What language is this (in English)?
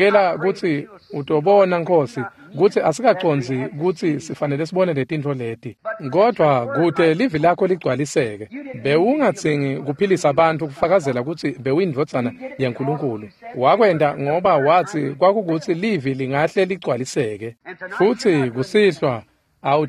Swati